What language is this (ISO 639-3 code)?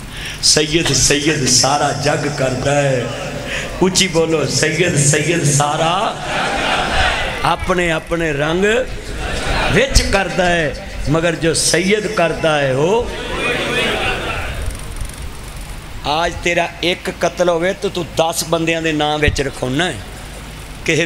lah